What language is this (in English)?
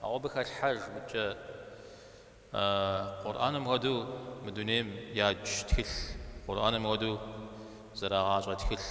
Kabardian